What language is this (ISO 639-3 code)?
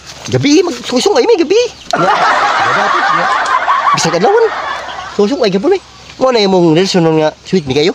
ceb